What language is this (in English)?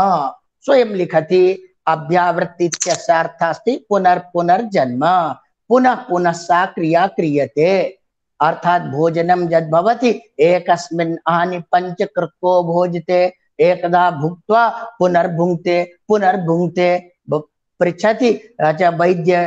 Sanskrit